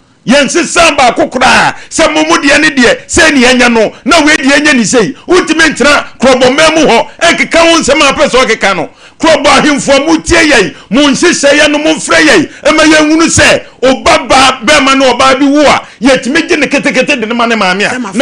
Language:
Akan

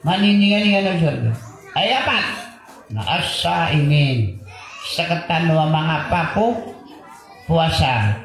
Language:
Maranao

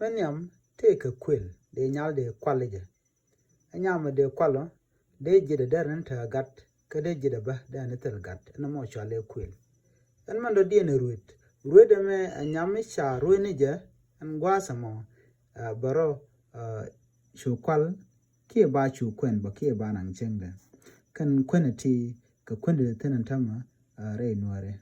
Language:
Nuer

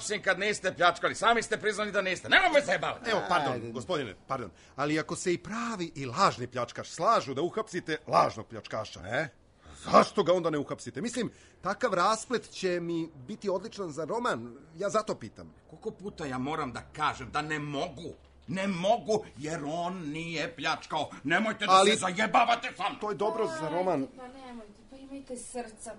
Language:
Serbian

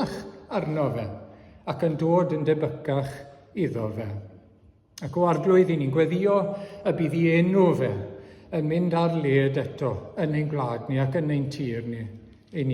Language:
Welsh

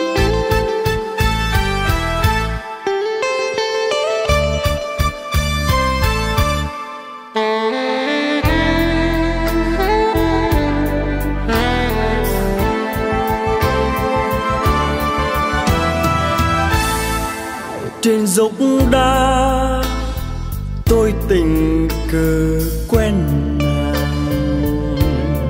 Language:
Vietnamese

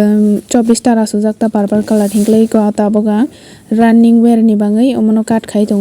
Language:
Kok Borok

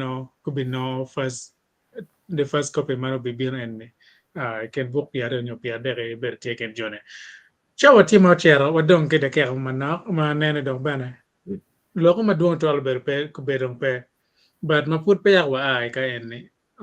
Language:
Acoli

